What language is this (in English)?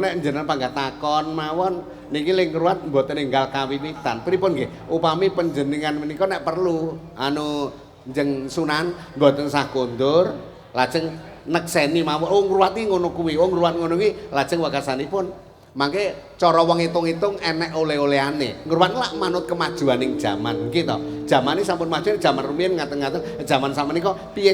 Javanese